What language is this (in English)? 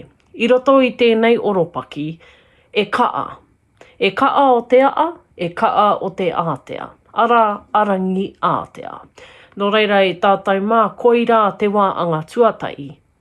Māori